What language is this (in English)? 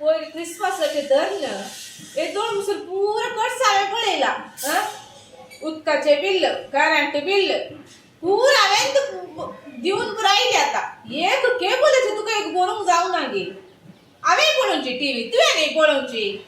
Konkani